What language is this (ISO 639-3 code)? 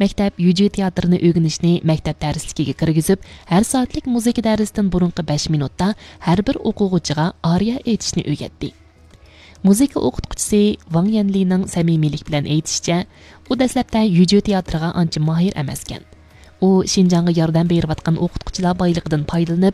uig